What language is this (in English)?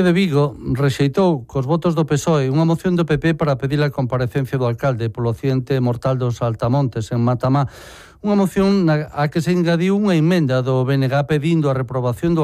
Galician